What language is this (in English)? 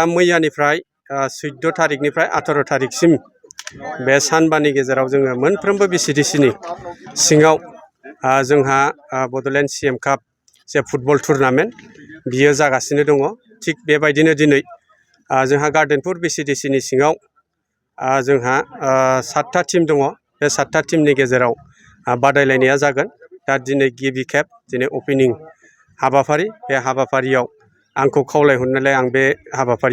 Bodo